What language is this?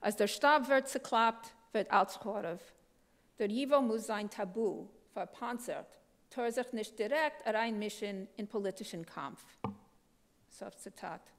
Yiddish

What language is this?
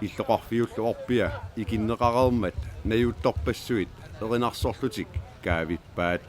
Kalaallisut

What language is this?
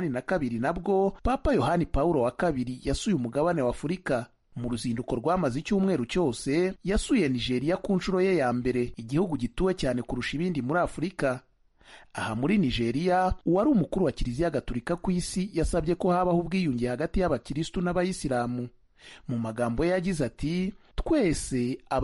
Kinyarwanda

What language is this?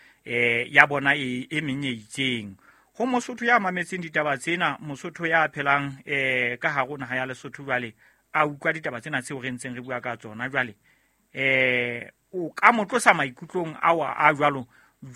Southern Sotho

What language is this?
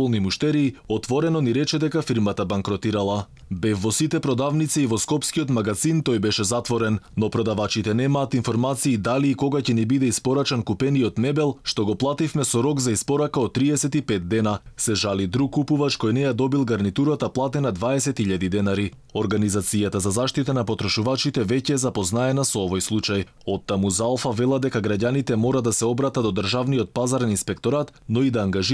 Macedonian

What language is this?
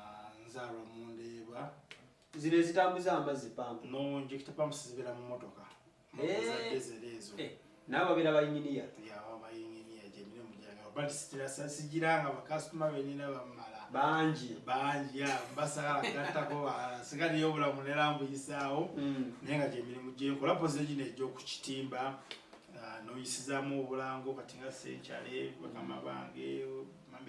Ganda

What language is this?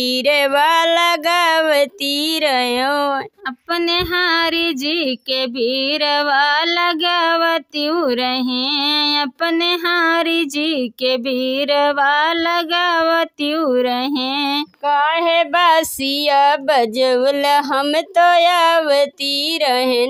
Bhojpuri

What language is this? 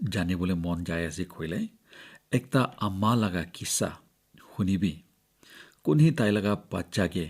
Naga Pidgin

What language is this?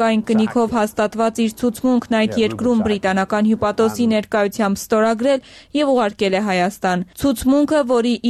Armenian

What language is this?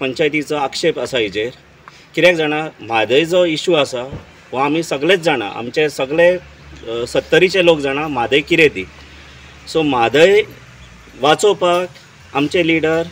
Konkani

